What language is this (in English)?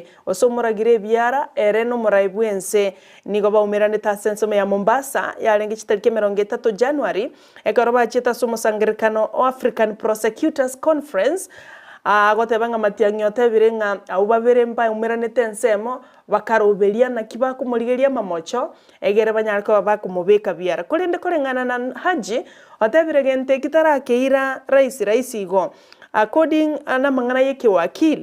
Gusii